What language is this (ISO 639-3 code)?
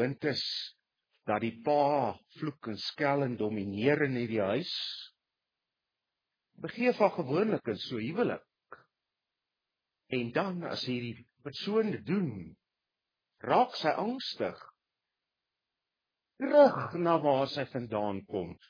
afr